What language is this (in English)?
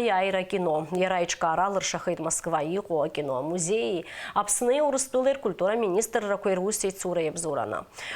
Abkhazian